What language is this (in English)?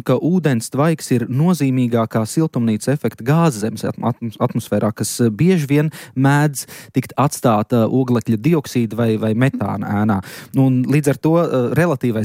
Latvian